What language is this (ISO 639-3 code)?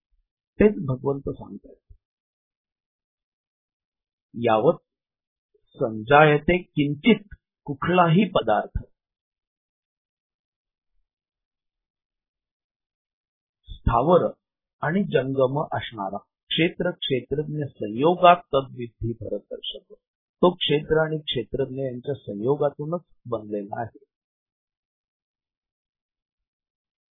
mar